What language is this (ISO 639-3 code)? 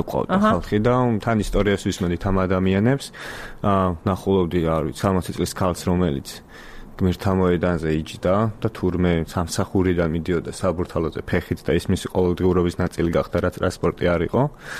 kat